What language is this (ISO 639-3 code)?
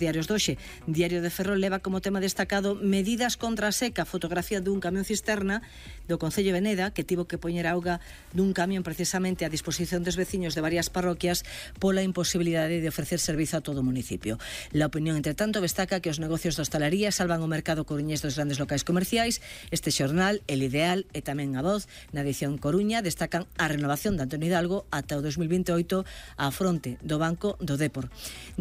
glg